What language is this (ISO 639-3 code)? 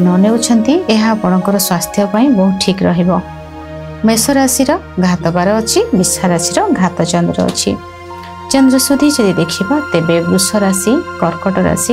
ori